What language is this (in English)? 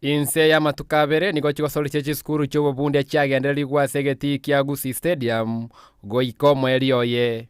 Gusii